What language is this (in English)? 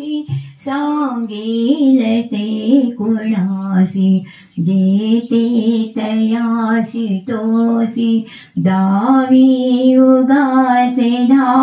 Marathi